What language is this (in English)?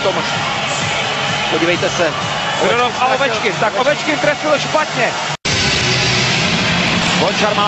Czech